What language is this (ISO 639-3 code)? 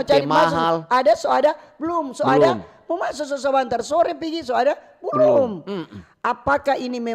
xmm